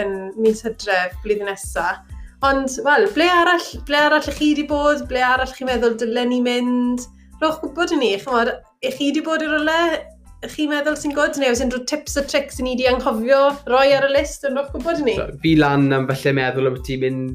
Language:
Welsh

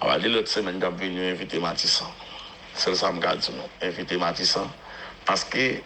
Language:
Haitian Creole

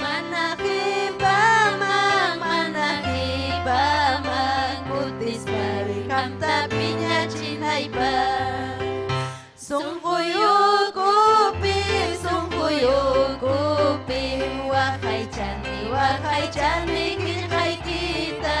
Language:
Ayacucho Quechua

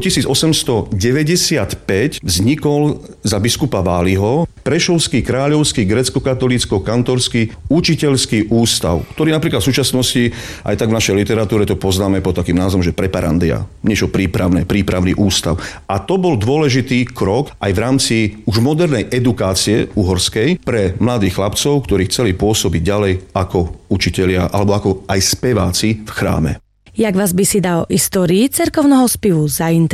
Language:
Slovak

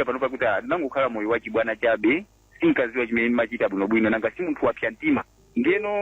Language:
Nyanja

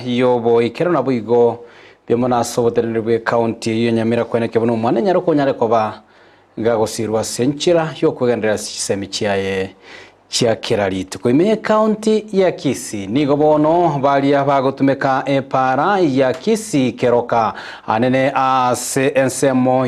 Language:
Gusii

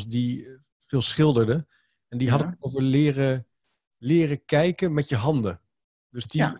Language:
Dutch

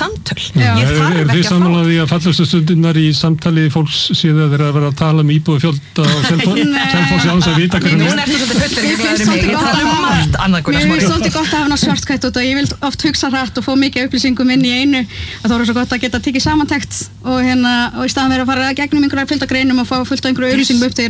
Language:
Icelandic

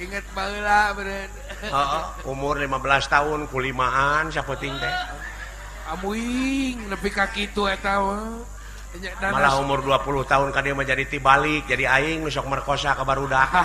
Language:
Sundanese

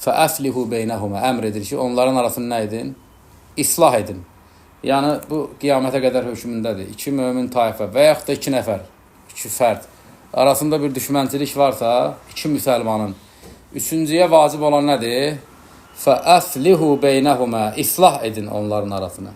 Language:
Azerbaijani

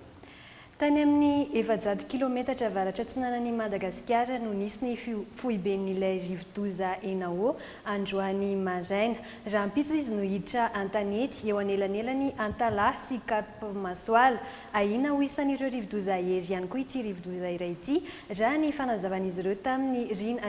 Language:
Malagasy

